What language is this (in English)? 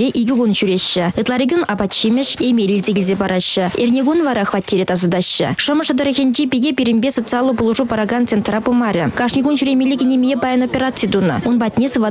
Chuvash